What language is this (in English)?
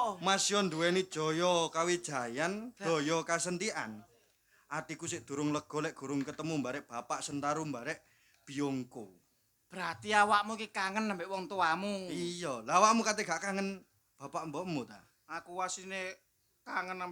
Javanese